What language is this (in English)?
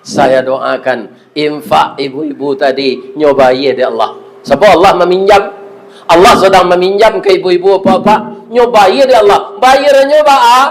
Minangkabau